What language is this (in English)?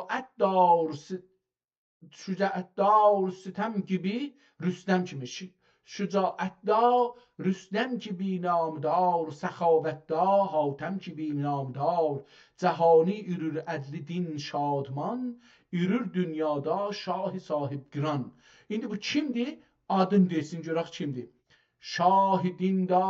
South Azerbaijani